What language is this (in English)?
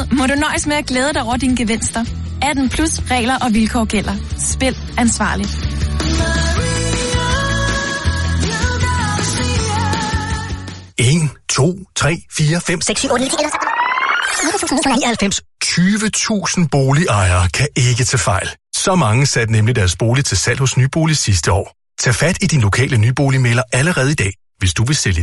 Danish